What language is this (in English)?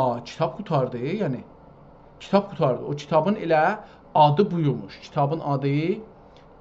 South Azerbaijani